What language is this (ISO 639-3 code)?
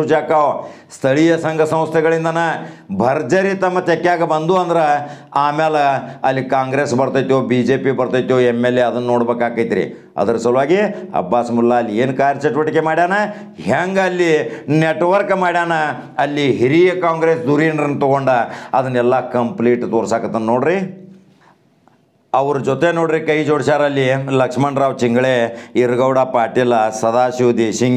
kan